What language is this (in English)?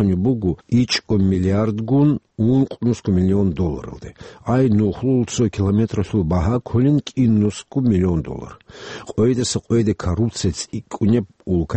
Avaric